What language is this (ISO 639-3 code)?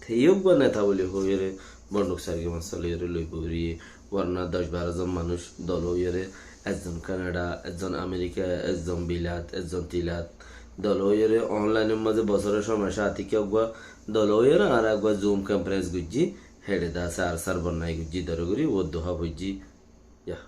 rhg